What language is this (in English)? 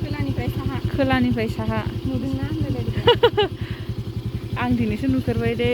Bodo